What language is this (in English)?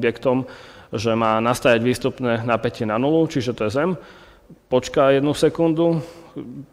Slovak